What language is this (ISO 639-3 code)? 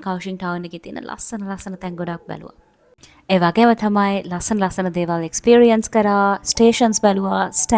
sin